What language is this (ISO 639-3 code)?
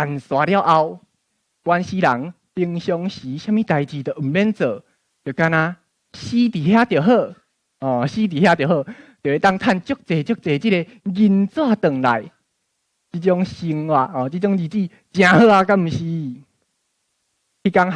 nan